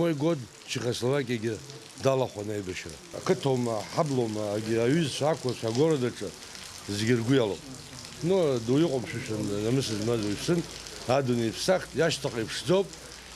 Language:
Abkhazian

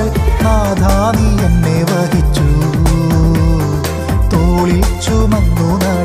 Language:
Malayalam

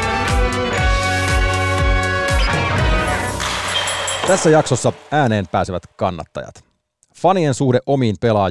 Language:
Finnish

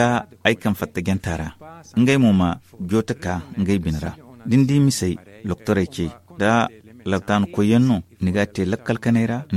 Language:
Zarma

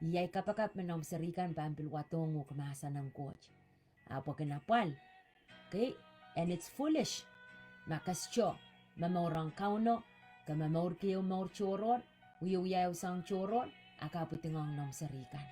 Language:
Pohnpeian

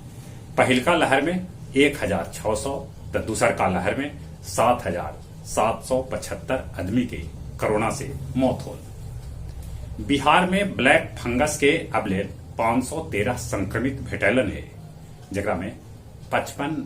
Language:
Magahi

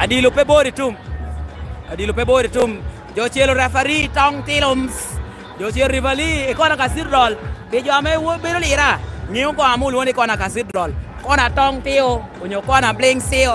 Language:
Lango (Uganda)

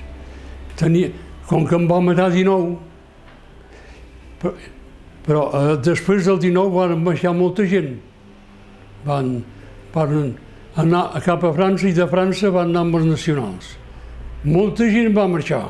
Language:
Catalan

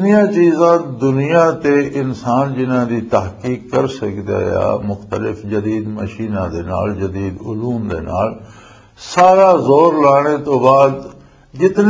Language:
Western Panjabi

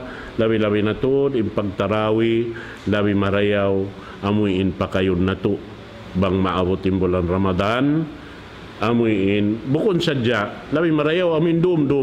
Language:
Tausug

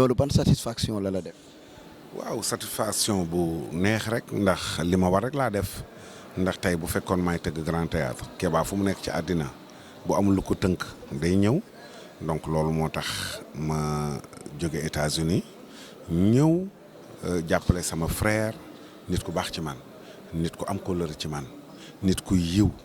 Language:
Wolof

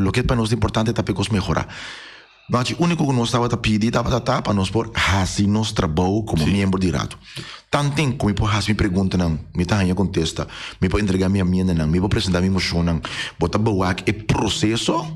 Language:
Papiamento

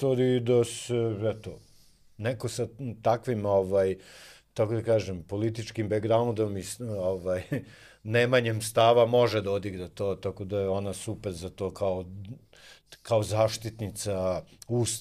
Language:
Serbian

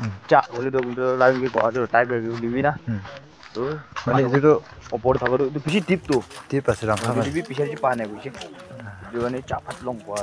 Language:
Naga Pidgin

